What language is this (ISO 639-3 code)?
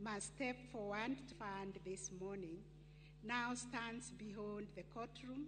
luo